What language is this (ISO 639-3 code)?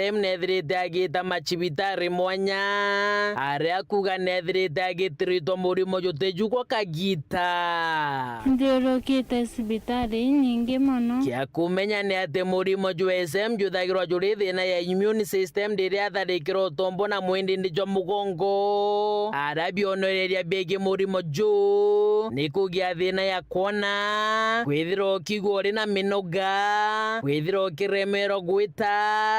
mer